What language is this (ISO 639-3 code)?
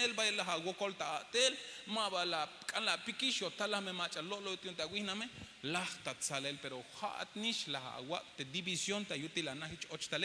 tzh